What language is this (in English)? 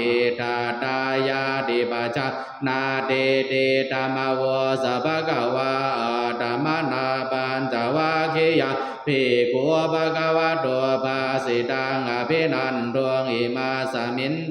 Pali